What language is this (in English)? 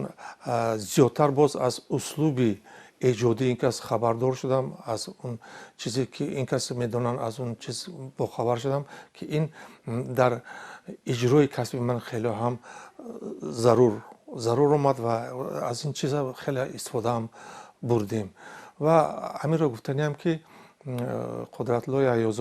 Tajik